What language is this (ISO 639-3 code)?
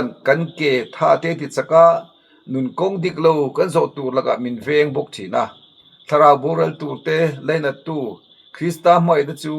lus